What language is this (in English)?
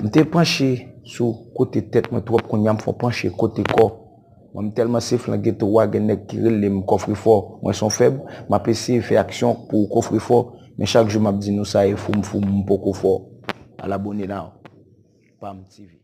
Haitian Creole